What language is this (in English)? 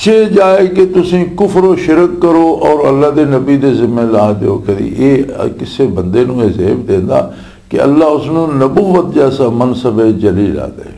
Western Panjabi